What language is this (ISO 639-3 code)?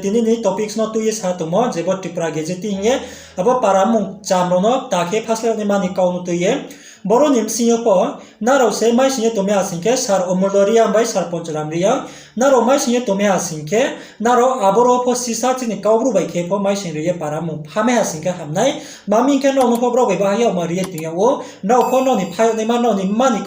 ria